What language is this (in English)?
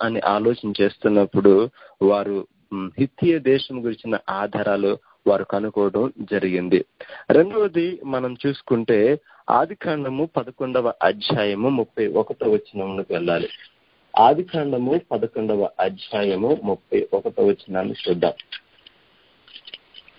Telugu